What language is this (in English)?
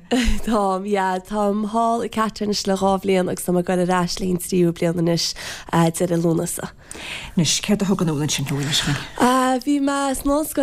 Irish